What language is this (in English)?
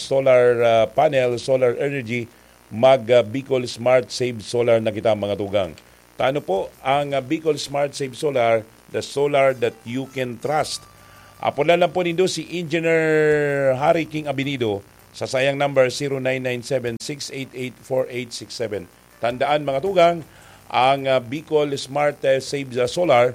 Bikol